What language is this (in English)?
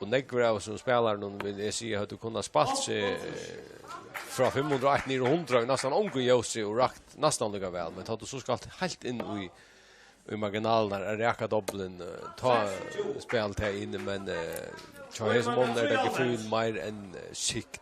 Faroese